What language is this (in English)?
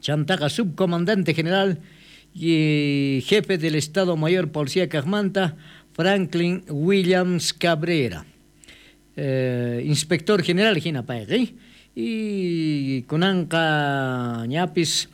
South Bolivian Quechua